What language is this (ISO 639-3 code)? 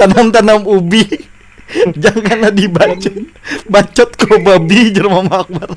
bjn